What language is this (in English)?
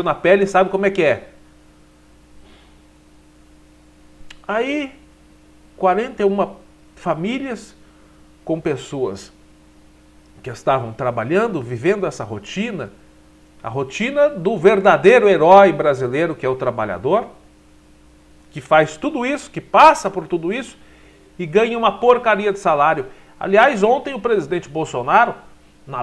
Portuguese